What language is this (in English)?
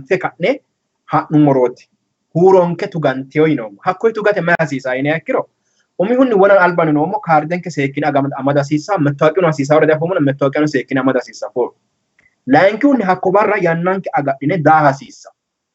Sidamo